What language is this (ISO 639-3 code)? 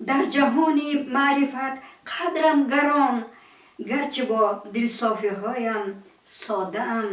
tgk